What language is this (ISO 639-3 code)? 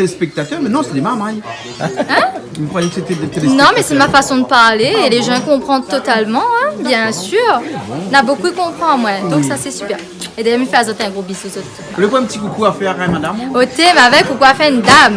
rcf